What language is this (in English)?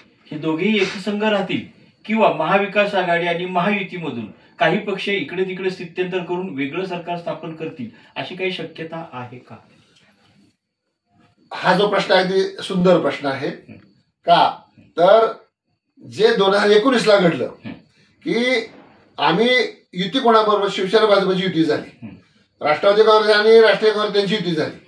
Marathi